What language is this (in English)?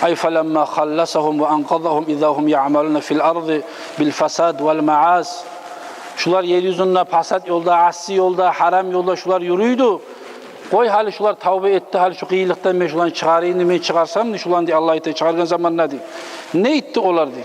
Kumyk